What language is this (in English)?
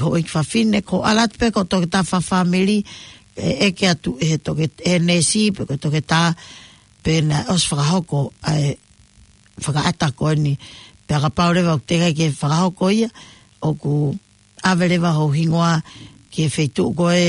Tongan